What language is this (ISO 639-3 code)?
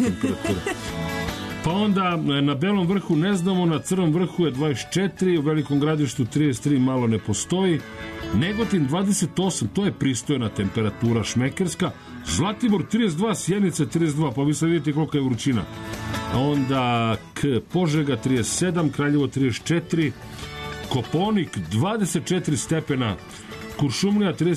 srp